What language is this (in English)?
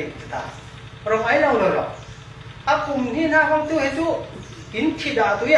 Falam Chin